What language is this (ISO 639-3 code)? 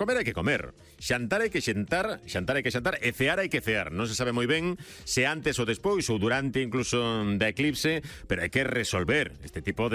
glg